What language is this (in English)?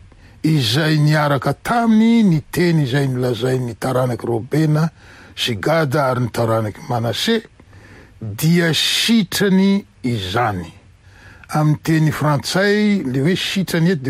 Malagasy